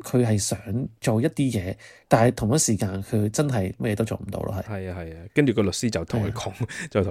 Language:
Cantonese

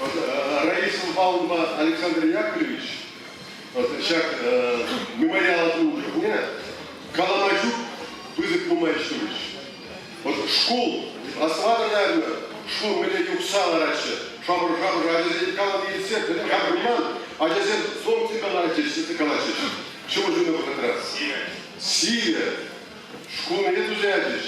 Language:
Chuvash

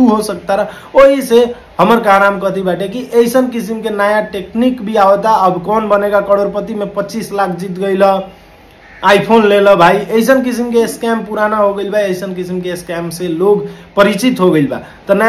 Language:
Bhojpuri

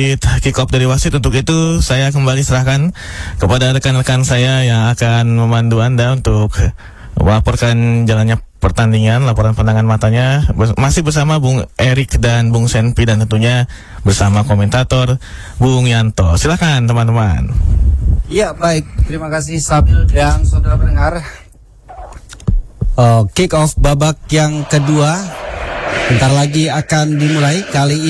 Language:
Indonesian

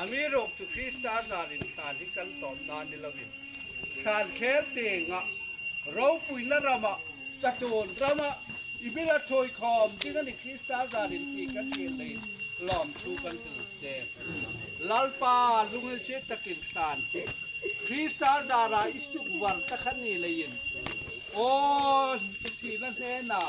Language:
Hmar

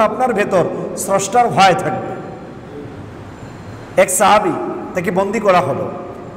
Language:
Bangla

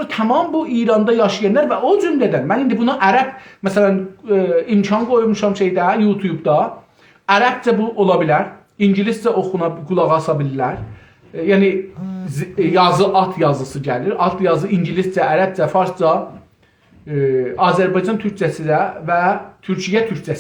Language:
South Azerbaijani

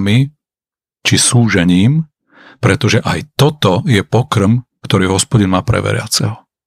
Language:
Slovak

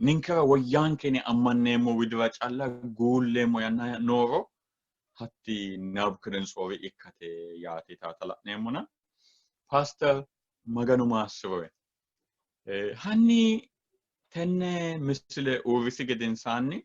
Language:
Sidamo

